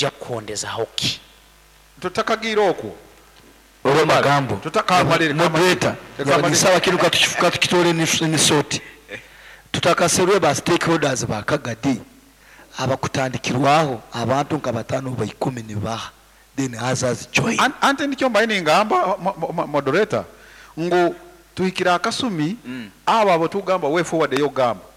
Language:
Nyoro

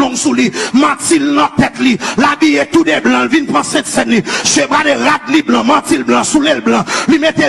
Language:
Haitian Creole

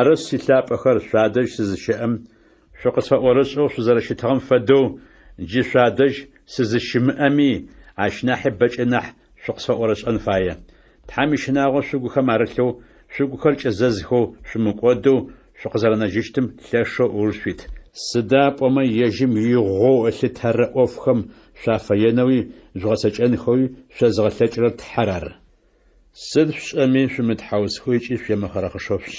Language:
Adyghe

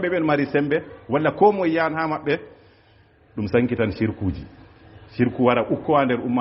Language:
Fula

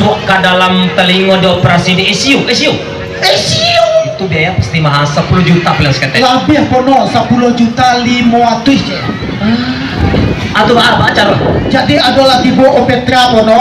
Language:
Minangkabau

